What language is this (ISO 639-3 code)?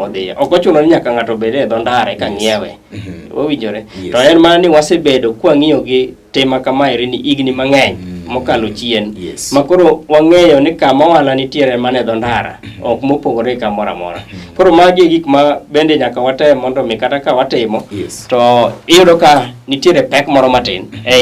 luo